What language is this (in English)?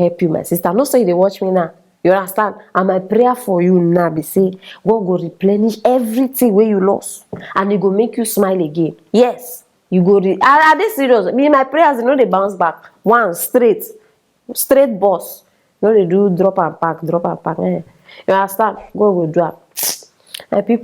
Nigerian Pidgin